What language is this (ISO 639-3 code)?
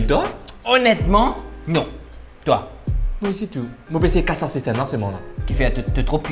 mfe